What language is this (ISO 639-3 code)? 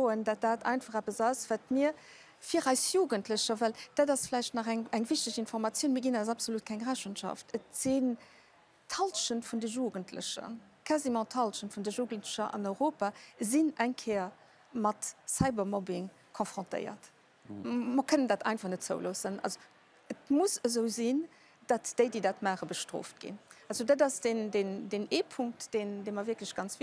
ltz